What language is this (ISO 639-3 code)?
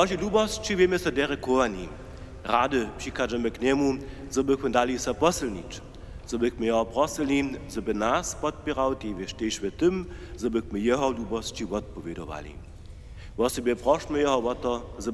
hsb